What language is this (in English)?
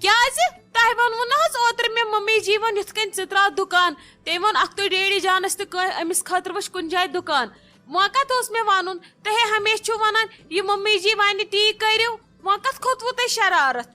Kashmiri